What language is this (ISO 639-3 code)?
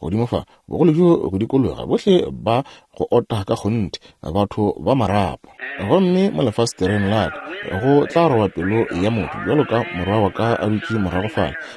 nso